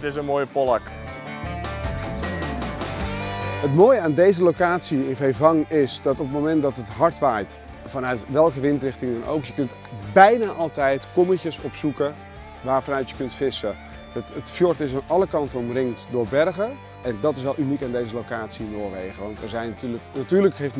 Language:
Dutch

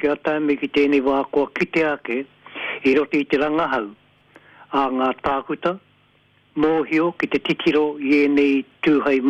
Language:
Māori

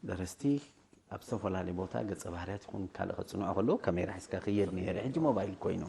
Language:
Tigrinya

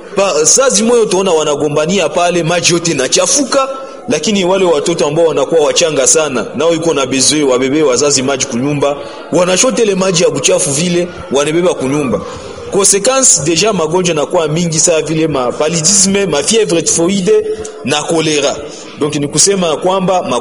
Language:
Swahili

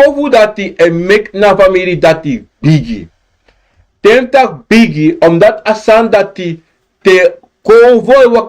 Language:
Sranan Tongo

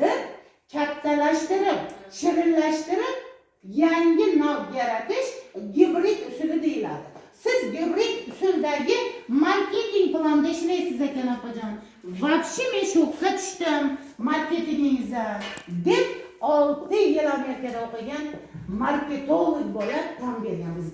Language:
Uzbek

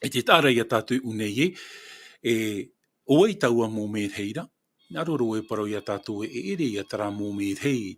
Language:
Tahitian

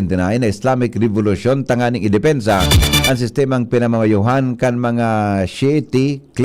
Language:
Bikol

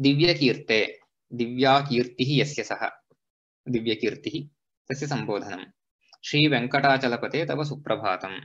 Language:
Sanskrit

